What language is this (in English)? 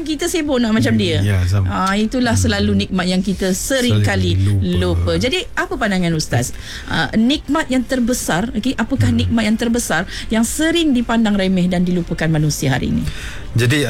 Malay